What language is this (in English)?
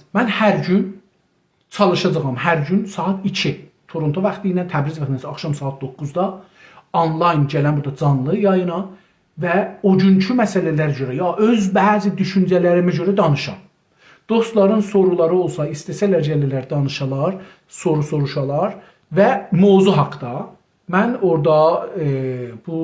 South Azerbaijani